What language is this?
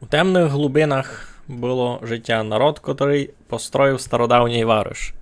Rusyn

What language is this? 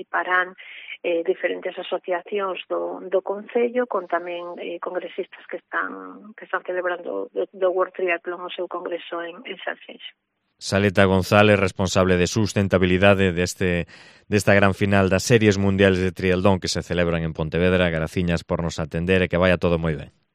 Galician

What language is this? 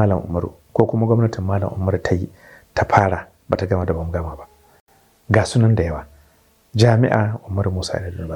Hausa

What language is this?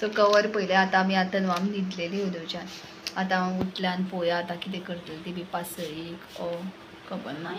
Konkani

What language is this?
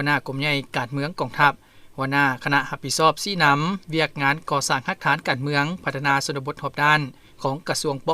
Lao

